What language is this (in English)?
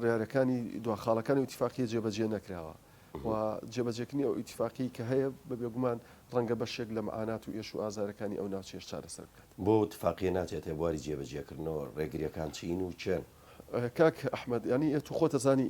Central Kurdish